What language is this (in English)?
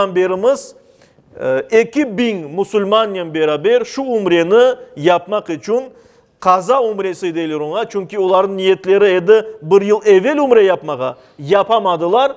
Crimean Tatar